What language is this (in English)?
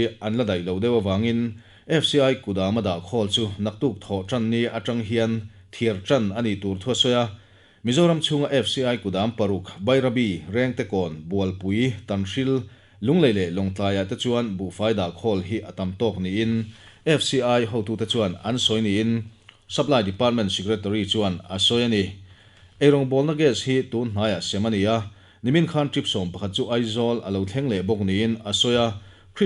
Mizo